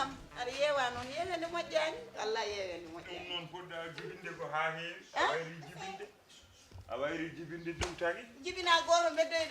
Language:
Fula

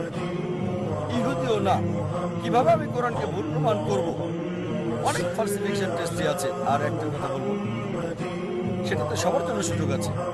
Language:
Bangla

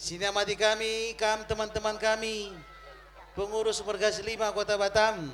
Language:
Batak Karo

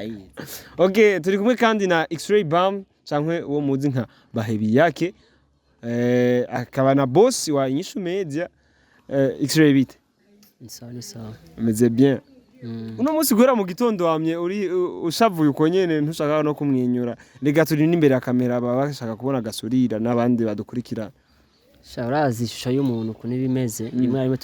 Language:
Rundi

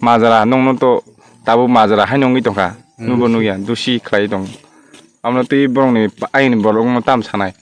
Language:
Kok Borok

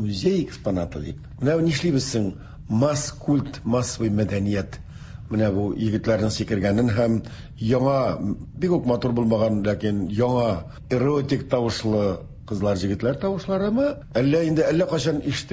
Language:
Tatar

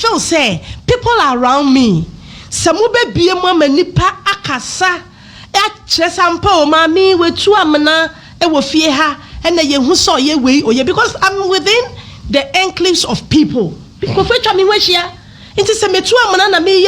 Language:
Akan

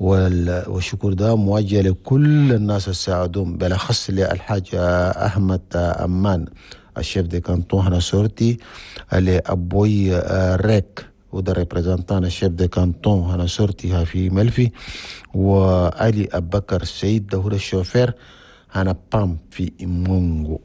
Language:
Chadian Arabic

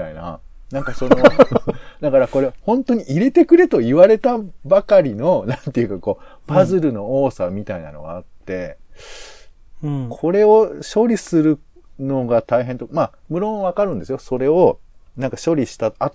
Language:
Japanese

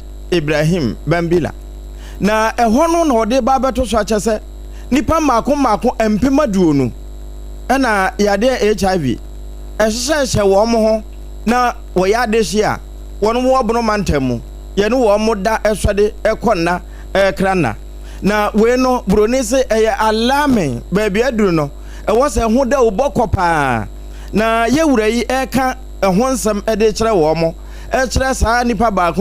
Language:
Akan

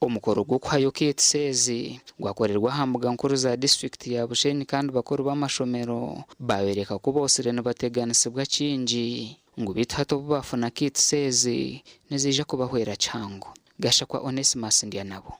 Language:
Nyankole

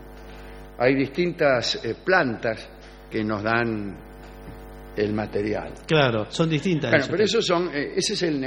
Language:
Spanish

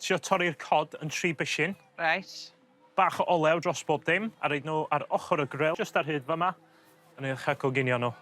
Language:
Welsh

